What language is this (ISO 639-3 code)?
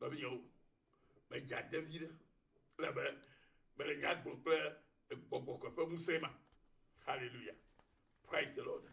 ewe